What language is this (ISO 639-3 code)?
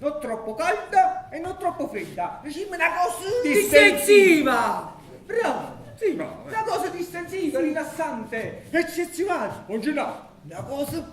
nap